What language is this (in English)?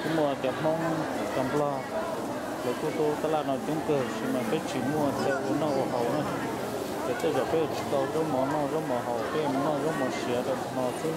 Hmong